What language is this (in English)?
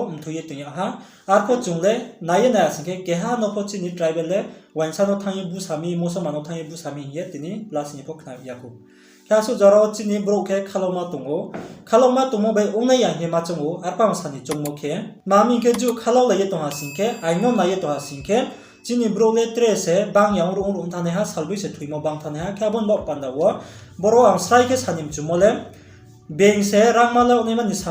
Riang (India)